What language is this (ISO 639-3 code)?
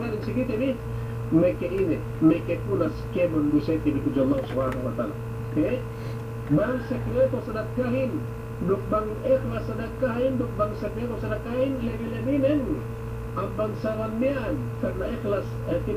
yka